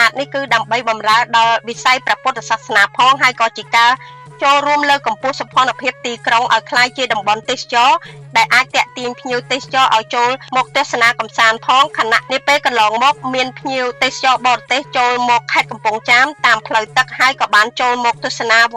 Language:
Khmer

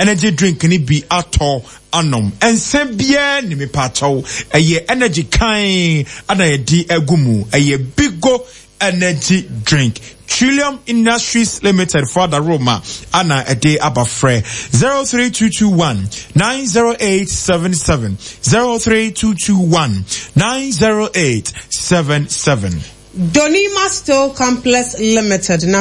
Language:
Akan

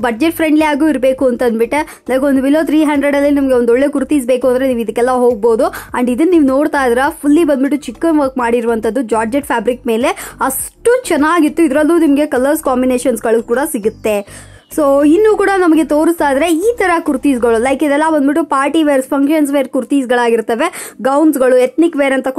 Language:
Kannada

